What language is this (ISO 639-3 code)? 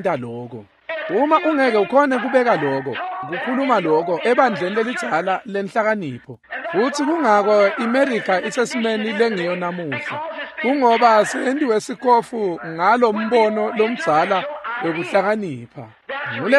ssw